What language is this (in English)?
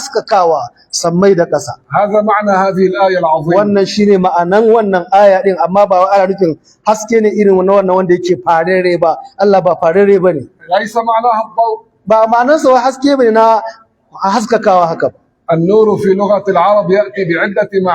Hausa